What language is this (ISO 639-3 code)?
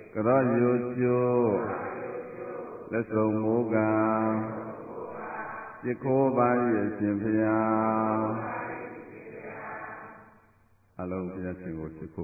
mya